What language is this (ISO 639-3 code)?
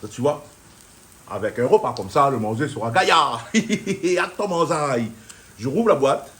rcf